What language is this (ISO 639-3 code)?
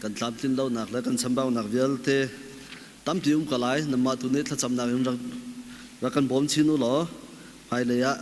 cnh